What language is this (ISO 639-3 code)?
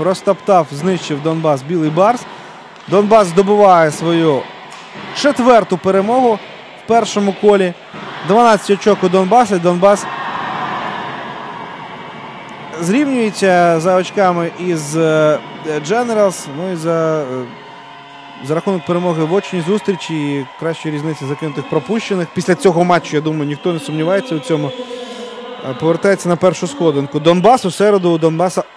ukr